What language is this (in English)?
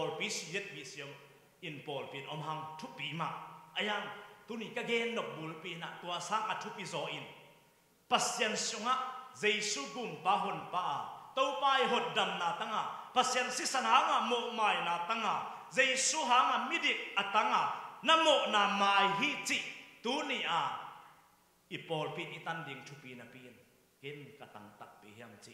Tedim Chin